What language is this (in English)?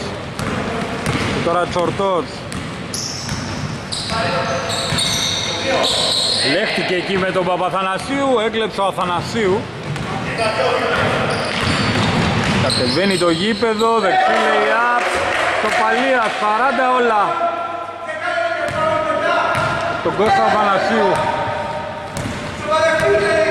Greek